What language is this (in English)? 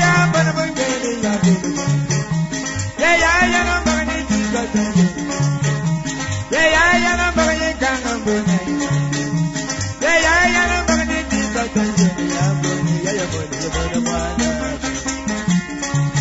Swahili